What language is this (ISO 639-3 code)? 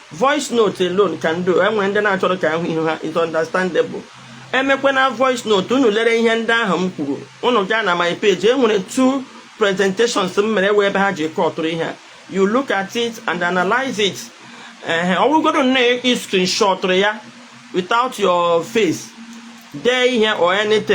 ibo